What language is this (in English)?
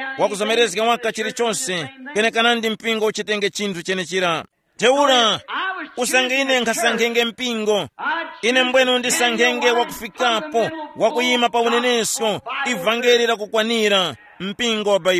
Tumbuka